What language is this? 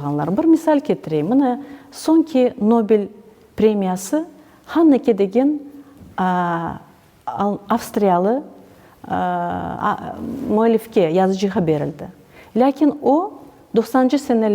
Crimean Tatar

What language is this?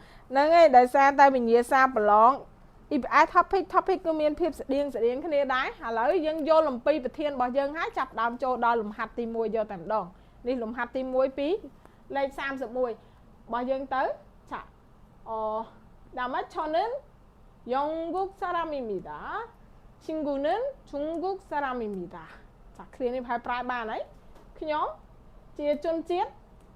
Khmer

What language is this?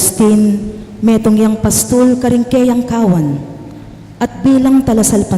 Pampanga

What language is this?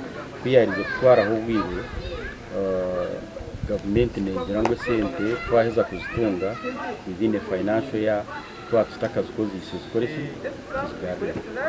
Nyankole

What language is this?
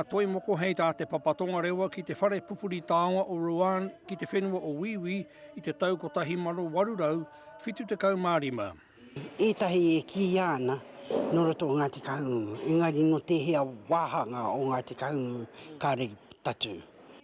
Māori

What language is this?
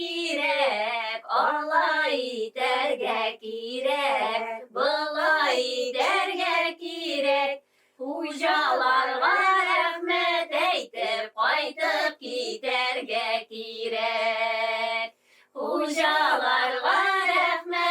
Tatar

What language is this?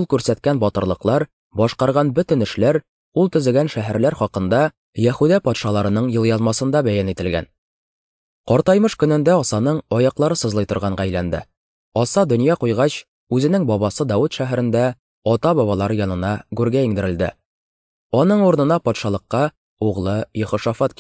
Tatar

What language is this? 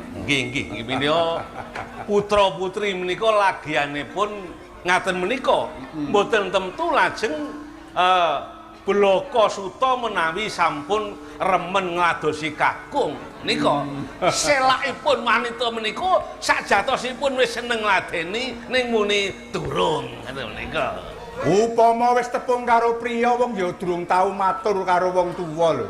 Javanese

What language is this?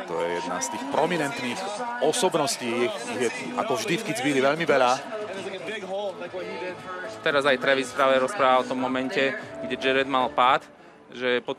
Slovak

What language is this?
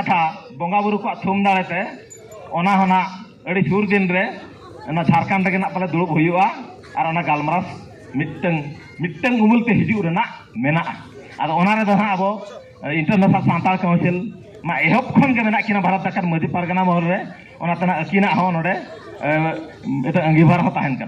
Santali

